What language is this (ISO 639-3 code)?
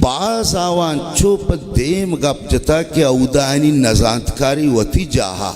bal